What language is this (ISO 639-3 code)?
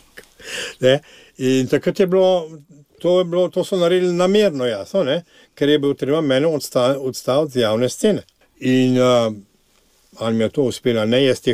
slv